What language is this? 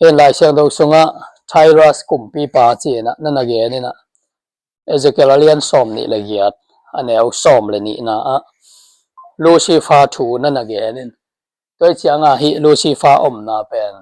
Tedim Chin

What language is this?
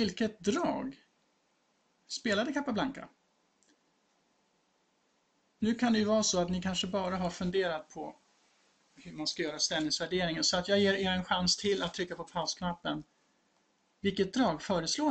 Swedish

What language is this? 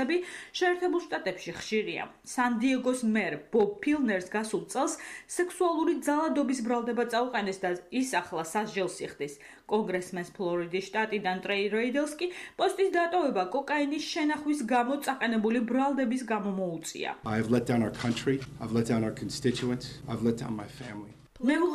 Georgian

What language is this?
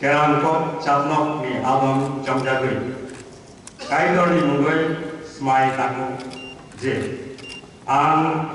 Kok Borok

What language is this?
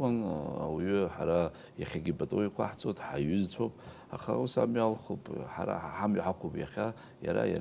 Abkhazian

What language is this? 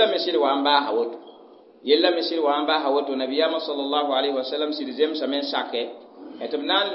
Mossi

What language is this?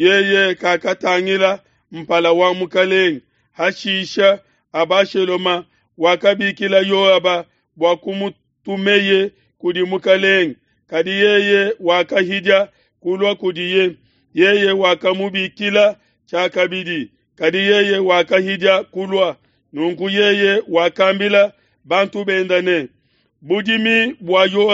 Luba-Lulua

